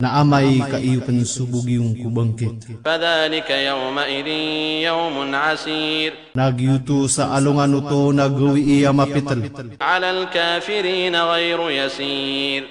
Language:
Maranao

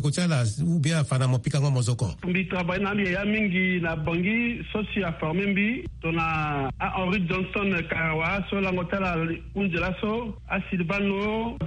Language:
Sango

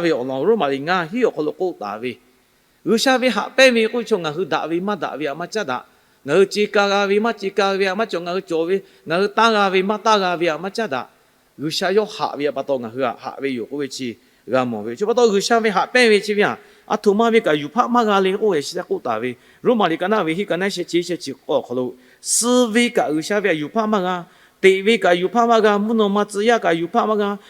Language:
Lahu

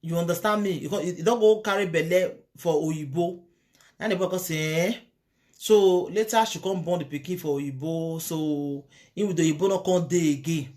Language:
Nigerian Pidgin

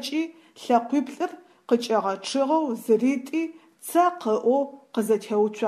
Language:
Adyghe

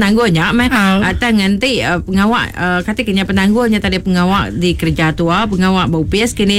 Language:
Iban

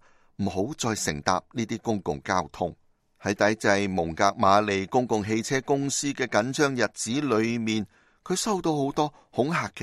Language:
Cantonese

